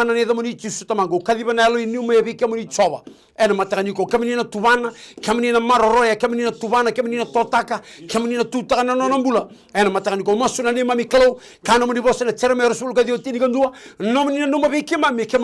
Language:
Fijian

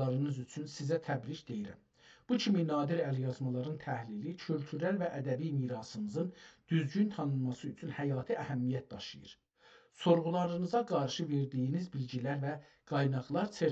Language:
South Azerbaijani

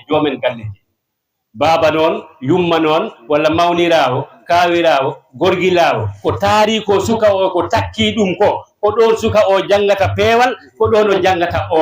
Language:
Fula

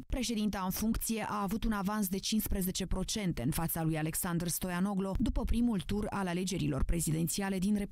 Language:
Romanian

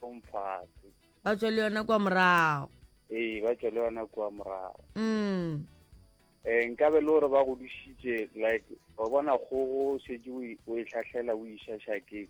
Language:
Northern Sotho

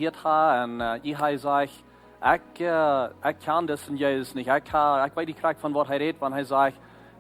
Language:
Plautdietsch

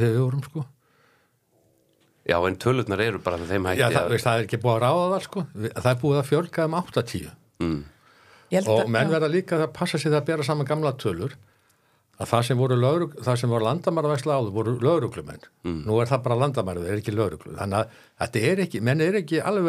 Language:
Icelandic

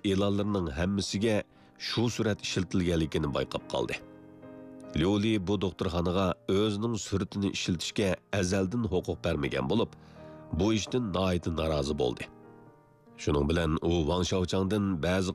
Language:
Uyghur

